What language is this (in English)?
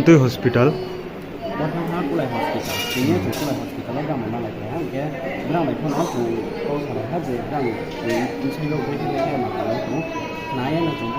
Riang (India)